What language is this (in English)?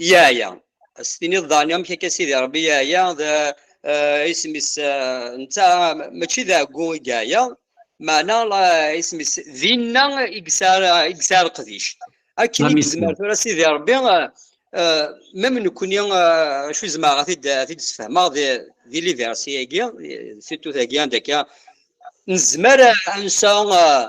Kabyle